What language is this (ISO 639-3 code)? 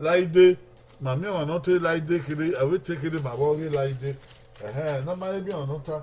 bin